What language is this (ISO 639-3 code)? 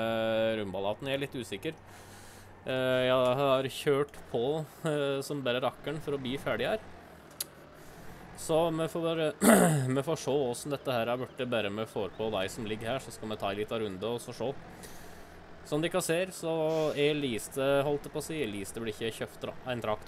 nor